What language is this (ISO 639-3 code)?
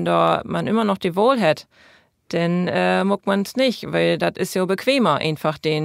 nds